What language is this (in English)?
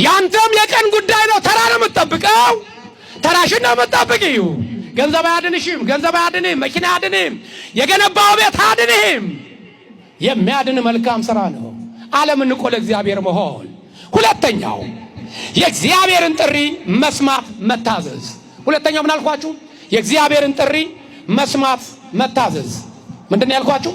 Amharic